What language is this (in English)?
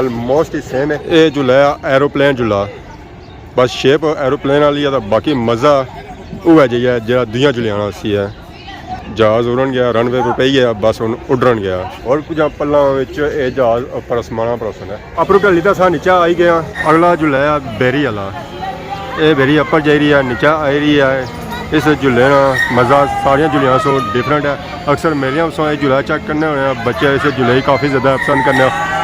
Pahari-Potwari